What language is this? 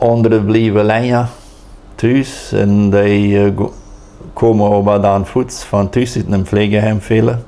Plautdietsch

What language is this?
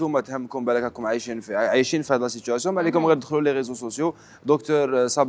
Algerian Arabic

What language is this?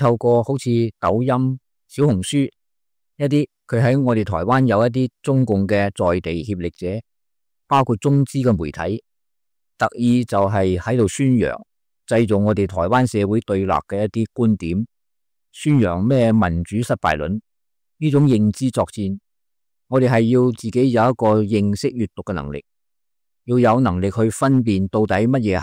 Cantonese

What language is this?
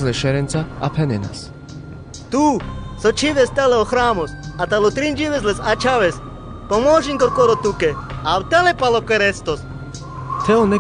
Carpathian Romani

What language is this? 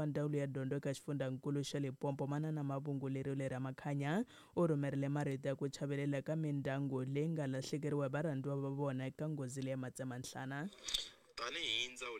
Tsonga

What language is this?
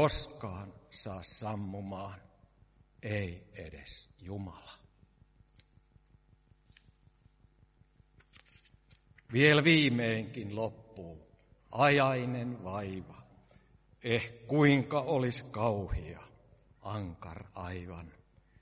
Finnish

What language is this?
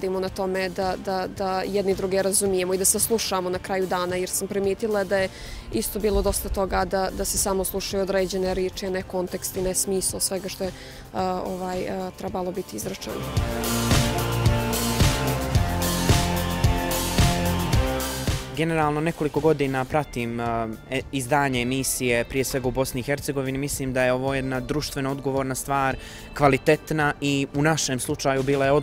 Bosnian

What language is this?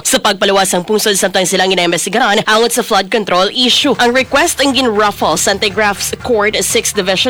Hiligaynon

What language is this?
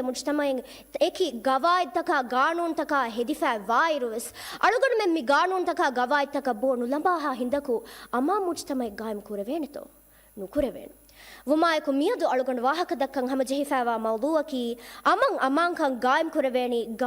Divehi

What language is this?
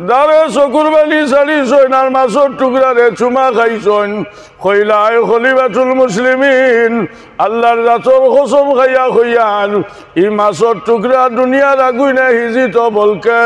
Sylheti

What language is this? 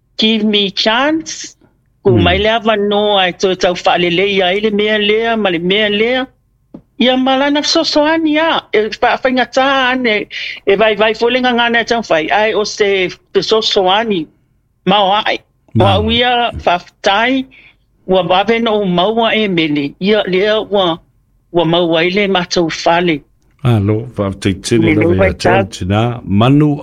Samoan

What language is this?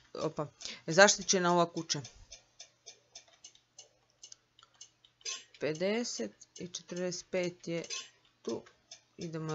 Croatian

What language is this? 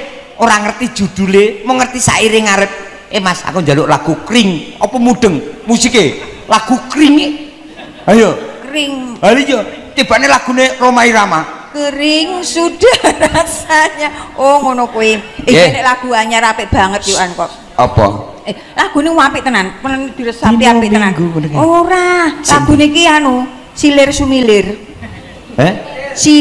Javanese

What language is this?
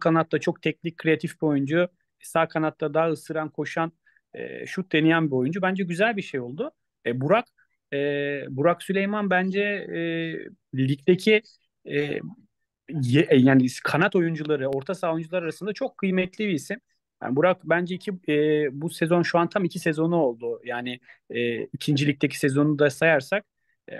Turkish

